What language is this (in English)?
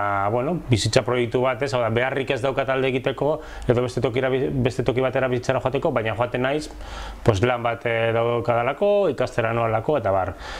Basque